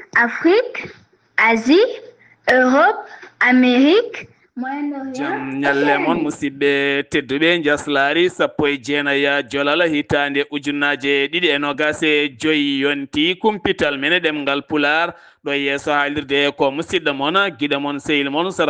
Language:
Fula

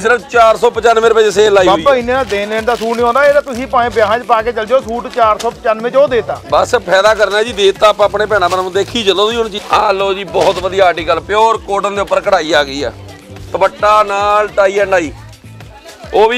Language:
Punjabi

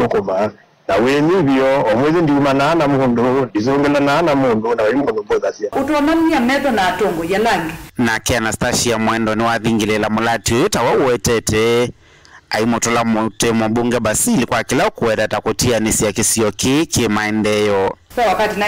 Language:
Kamba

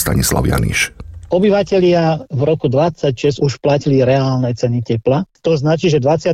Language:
Slovak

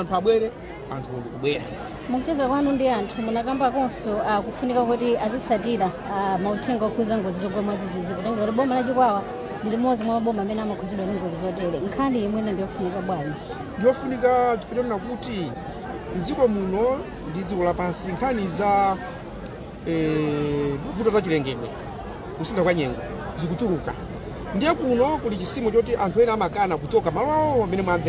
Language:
Nyanja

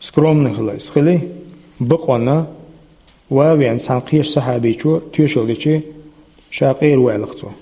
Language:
Chechen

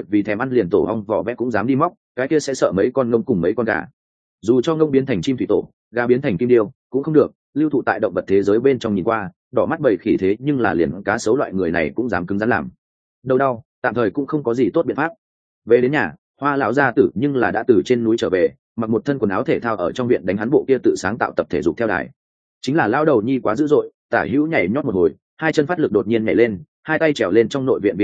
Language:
Vietnamese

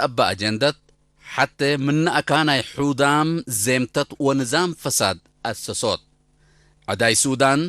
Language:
Tigre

